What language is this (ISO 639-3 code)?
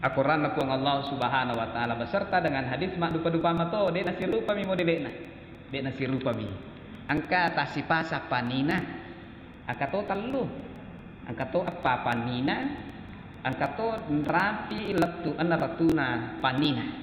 bug